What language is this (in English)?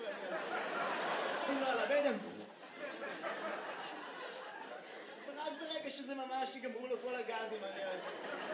Hebrew